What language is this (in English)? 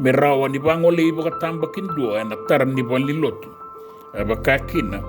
Fijian